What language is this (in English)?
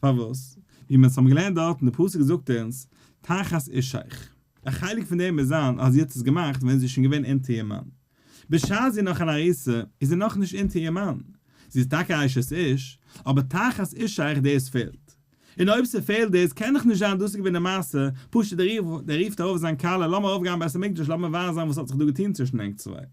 Yiddish